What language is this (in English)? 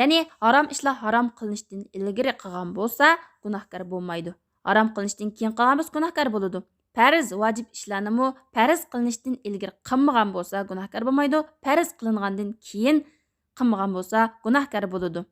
Uyghur